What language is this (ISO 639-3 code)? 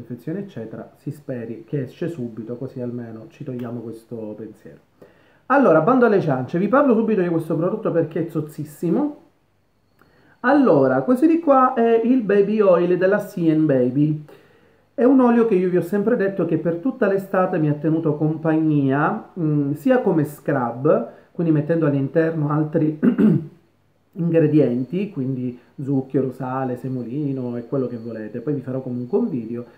ita